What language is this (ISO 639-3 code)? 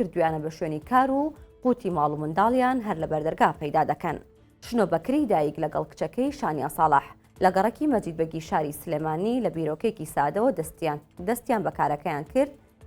ckb